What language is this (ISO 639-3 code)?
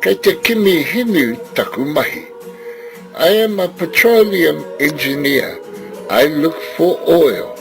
mri